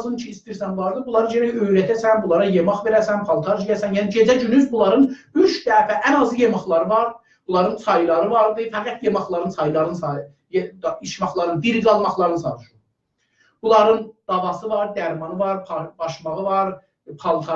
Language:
South Azerbaijani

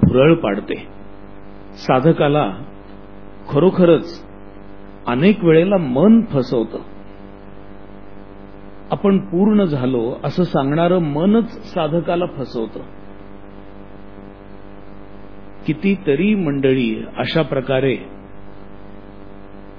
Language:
Marathi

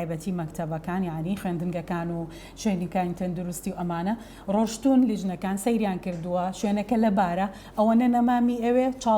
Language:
Central Kurdish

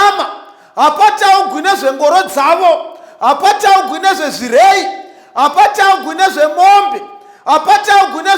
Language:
Shona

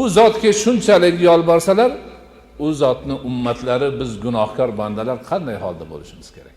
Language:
Uzbek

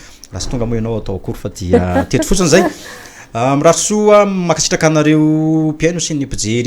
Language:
Malagasy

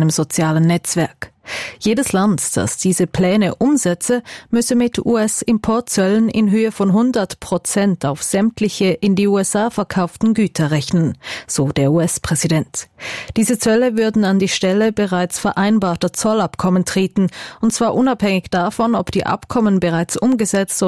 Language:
German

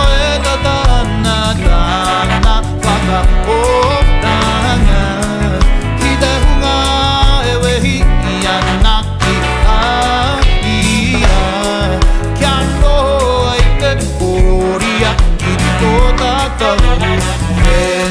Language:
Māori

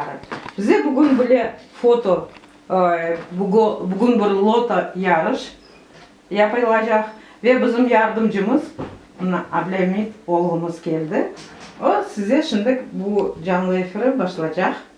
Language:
Crimean Tatar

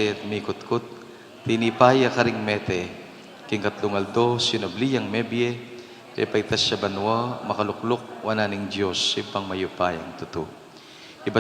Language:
Pampanga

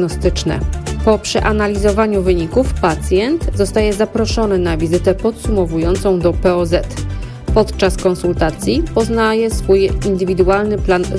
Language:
Polish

